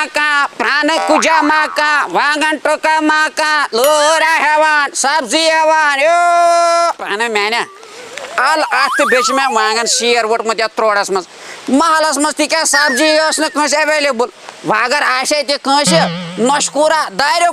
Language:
Kashmiri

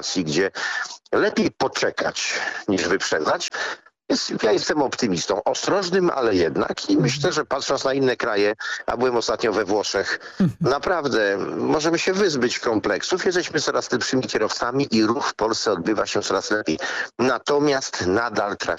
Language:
Polish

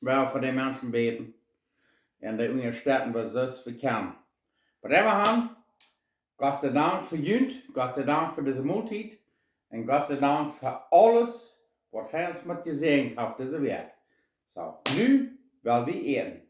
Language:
Plautdietsch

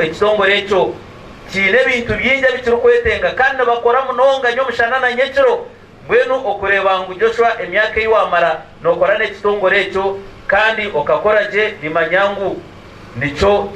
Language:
Nyankole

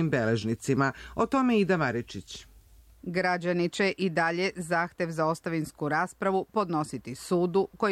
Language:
Serbian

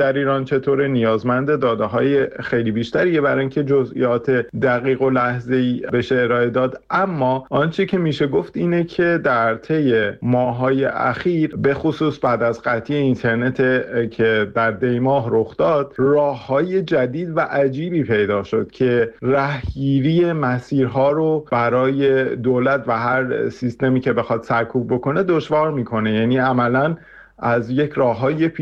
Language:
Persian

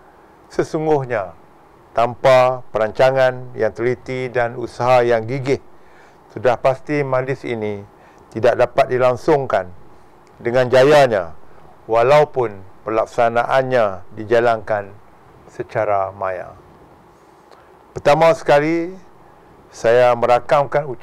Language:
Malay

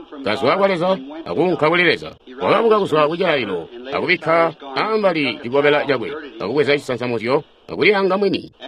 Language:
Tonga (Zambia)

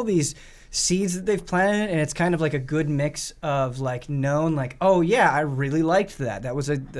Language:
English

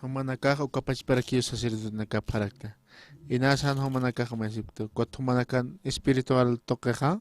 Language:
Aymara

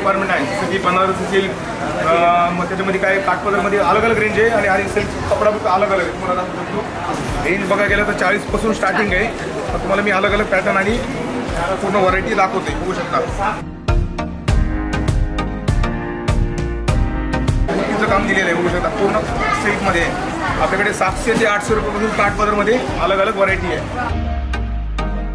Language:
Marathi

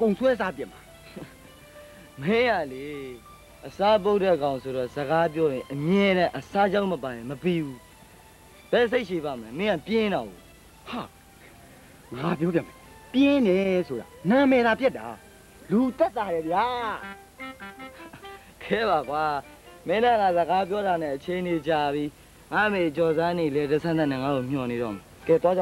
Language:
Burmese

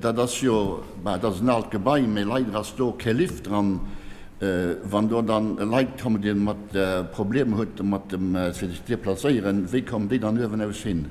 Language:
Luxembourgish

